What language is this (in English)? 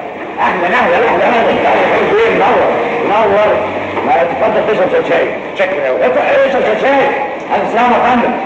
Egyptian Arabic